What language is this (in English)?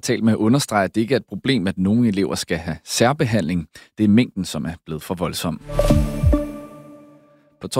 Danish